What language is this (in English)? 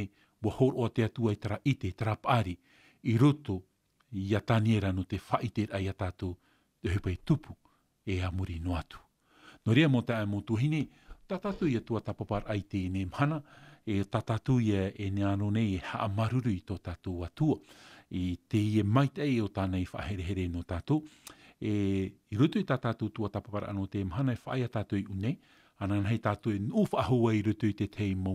Tahitian